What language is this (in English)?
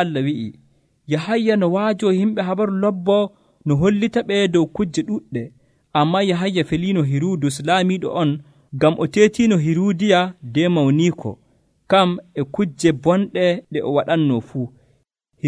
Nigerian Fulfulde